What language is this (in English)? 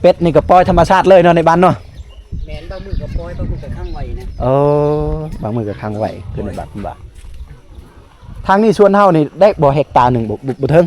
Lao